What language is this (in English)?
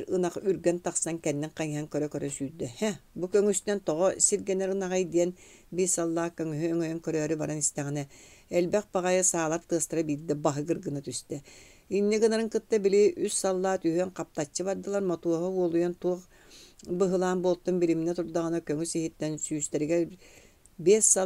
Yakut